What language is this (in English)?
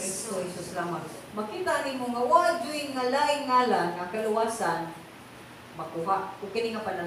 Cebuano